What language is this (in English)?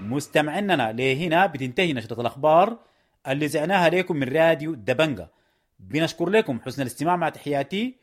Sudanese Arabic